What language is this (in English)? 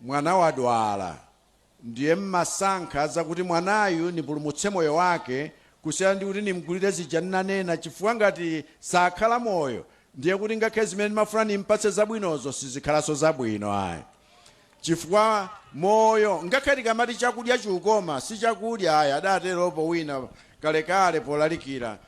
Nyanja